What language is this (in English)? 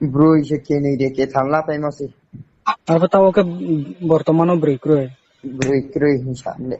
Riang (India)